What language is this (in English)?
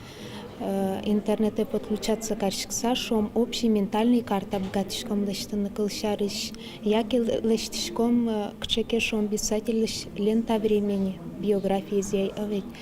Udmurt